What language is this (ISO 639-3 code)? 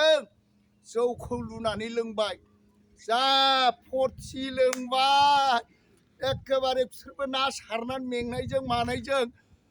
brx